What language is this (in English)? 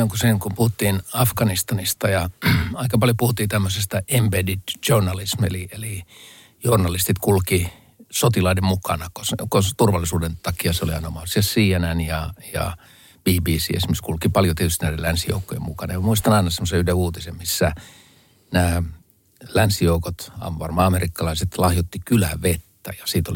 Finnish